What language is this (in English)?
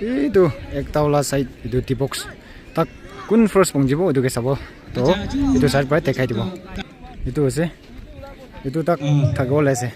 Naga Pidgin